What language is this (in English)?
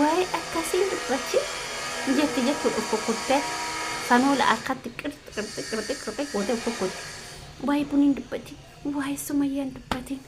Oromo